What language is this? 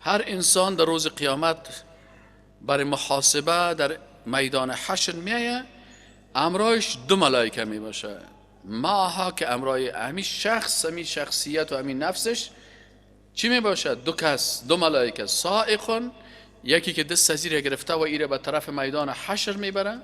Persian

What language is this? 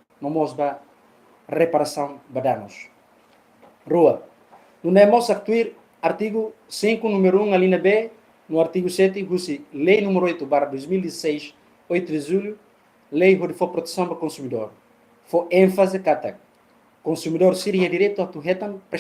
Tetum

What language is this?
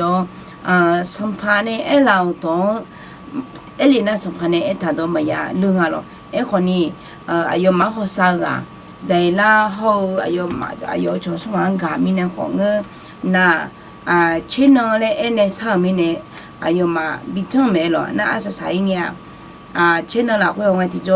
Akha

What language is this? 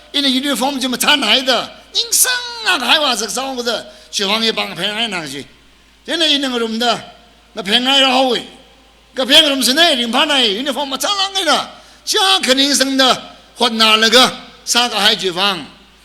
Tangkhul Naga (India)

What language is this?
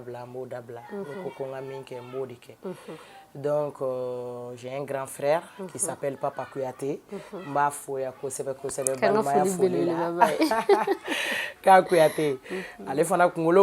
Bambara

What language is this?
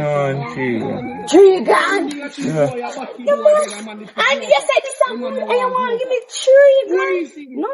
Jamaican Creole English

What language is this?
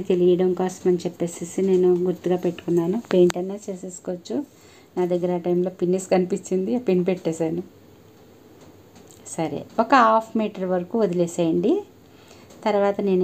Telugu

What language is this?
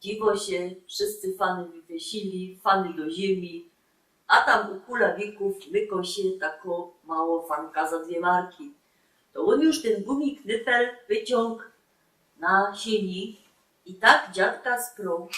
Silesian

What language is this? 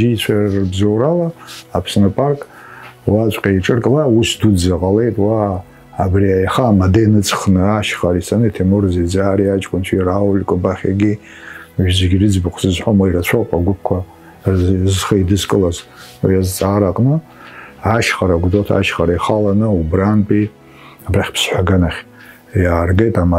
Abkhazian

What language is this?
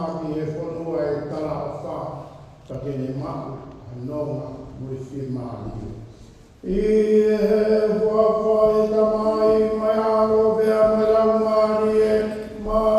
Tongan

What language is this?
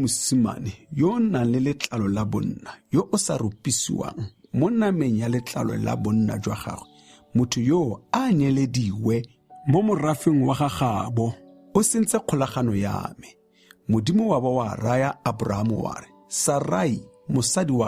Tswana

